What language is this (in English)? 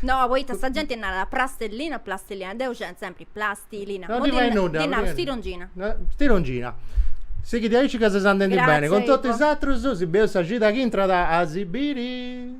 Sardinian